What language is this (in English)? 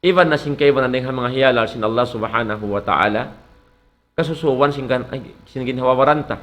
Tausug